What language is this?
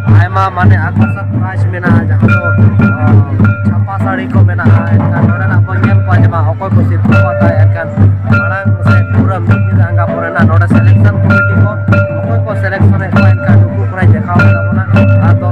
Santali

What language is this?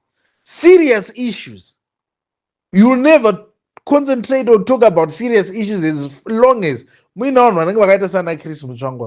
Shona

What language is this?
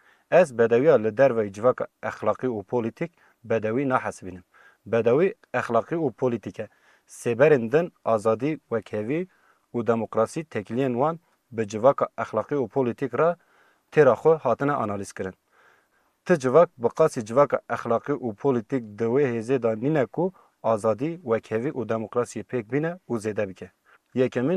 Kurdish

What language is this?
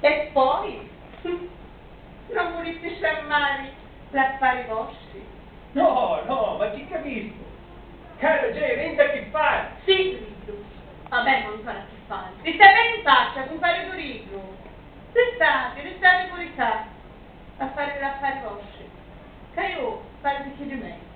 Sicilian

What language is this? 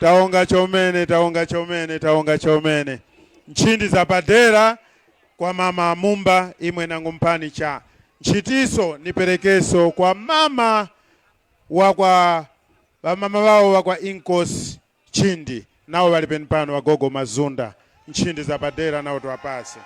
Tumbuka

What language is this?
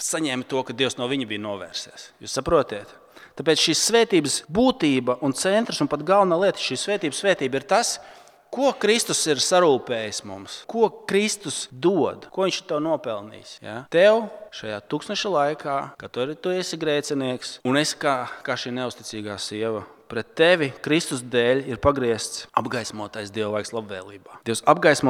Latvian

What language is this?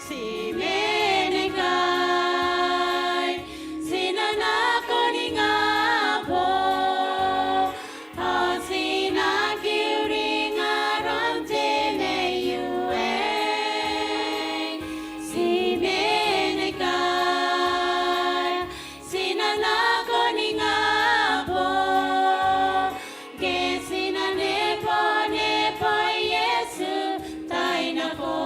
Gilbertese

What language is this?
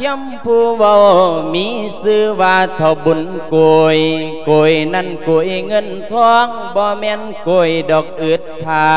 Lao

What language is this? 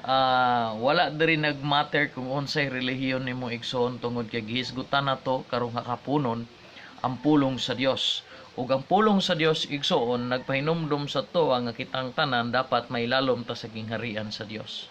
Cebuano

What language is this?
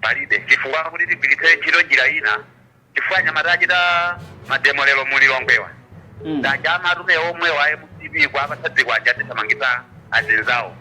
Nyanja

